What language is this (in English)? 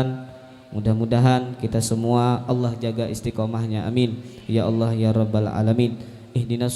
Banjar